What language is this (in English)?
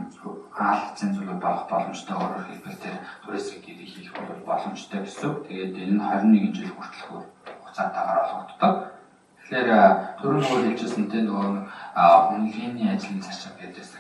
Mongolian